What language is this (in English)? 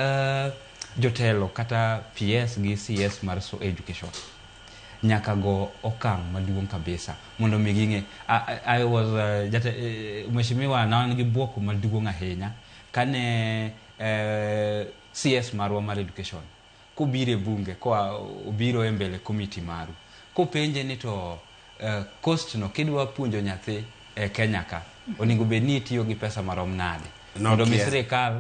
Luo (Kenya and Tanzania)